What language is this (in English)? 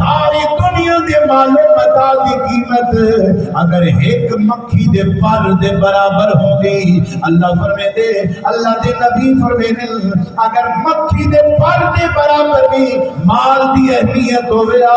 Saraiki